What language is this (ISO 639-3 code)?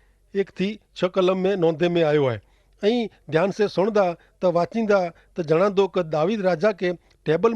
kfr